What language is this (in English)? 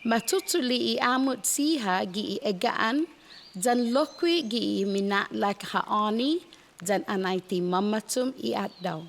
Chamorro